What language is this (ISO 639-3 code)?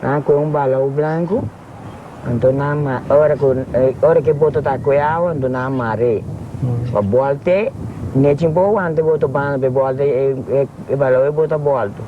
pap